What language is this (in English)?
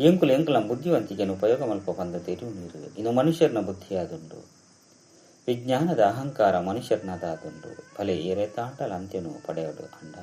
Tulu